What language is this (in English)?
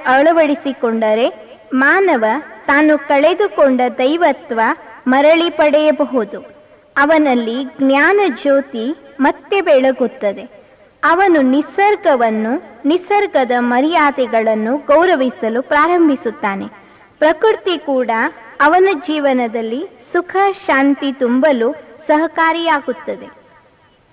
Kannada